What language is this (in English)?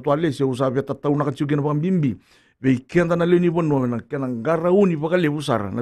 Fijian